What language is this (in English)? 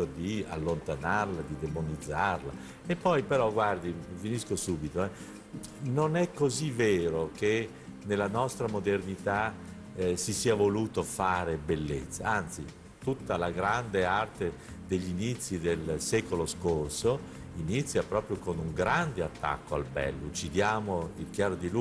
Italian